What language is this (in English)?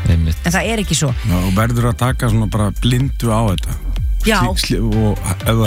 Icelandic